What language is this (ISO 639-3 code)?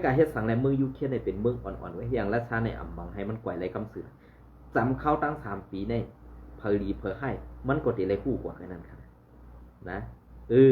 shn